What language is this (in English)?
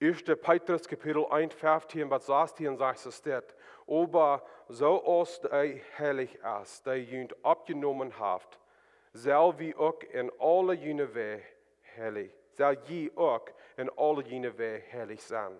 Plautdietsch